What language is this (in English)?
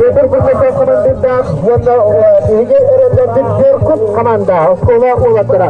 Yakut